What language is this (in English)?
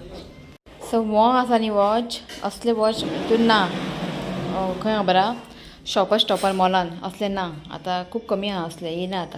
Konkani